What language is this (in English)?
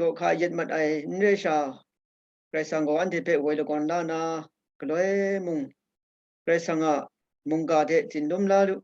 Kachin